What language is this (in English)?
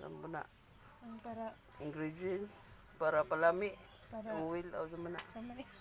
Cebuano